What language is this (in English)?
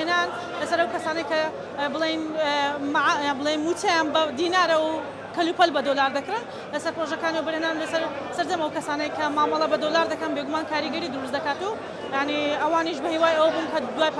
Central Kurdish